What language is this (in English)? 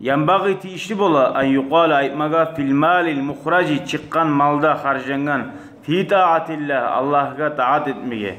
Kumyk